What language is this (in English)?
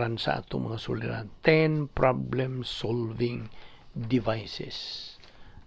Cebuano